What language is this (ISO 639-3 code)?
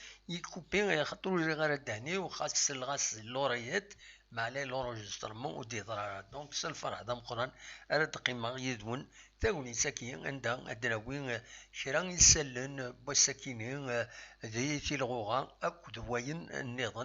kab